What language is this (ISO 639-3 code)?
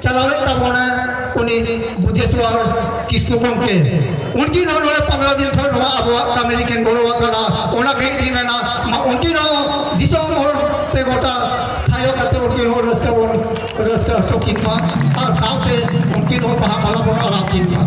sat